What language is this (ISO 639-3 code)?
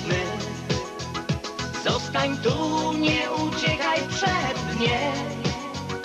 pol